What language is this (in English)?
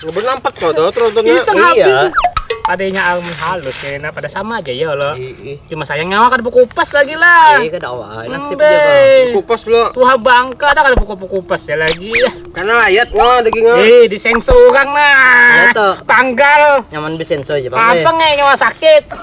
Banjar